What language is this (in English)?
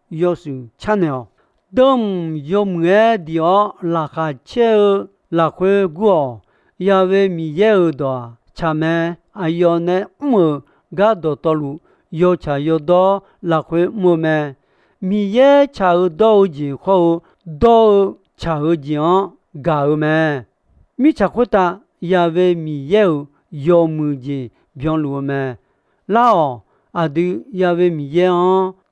Akha